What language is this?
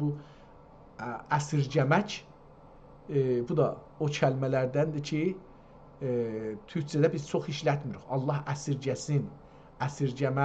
South Azerbaijani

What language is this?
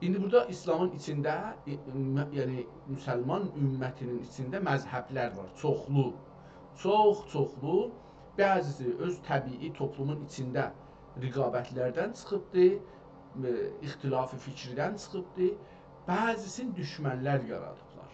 South Azerbaijani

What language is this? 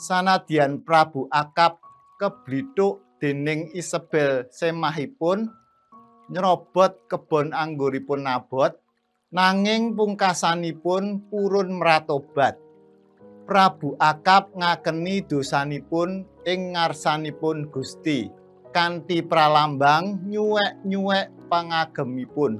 Javanese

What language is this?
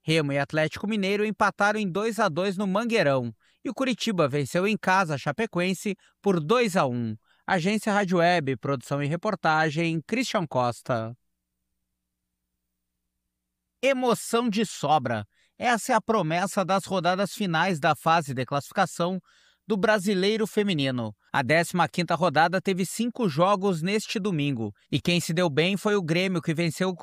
Portuguese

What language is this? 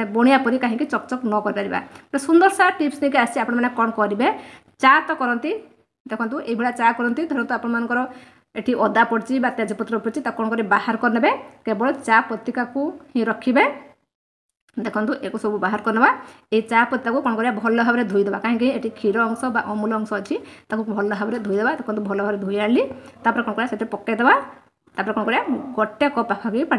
Odia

